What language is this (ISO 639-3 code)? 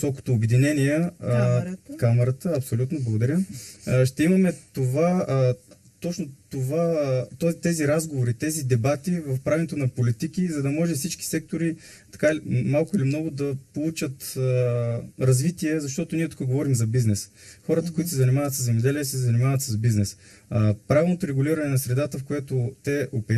bul